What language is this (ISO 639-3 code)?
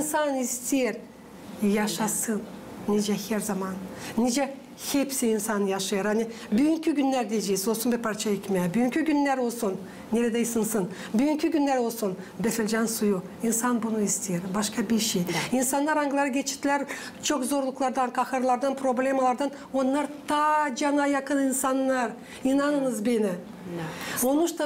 gag